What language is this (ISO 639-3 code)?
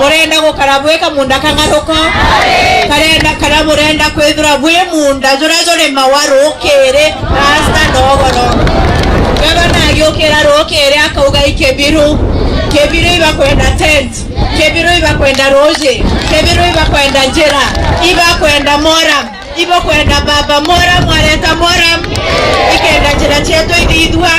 mer